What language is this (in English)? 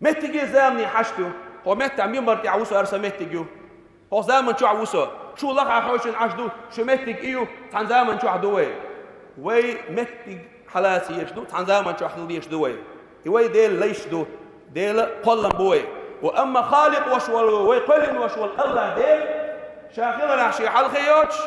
Chechen